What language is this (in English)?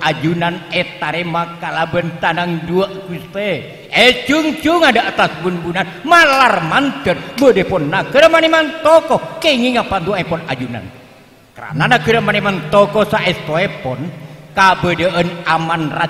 Madurese